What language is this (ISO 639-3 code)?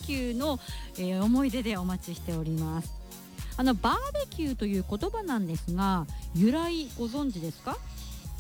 jpn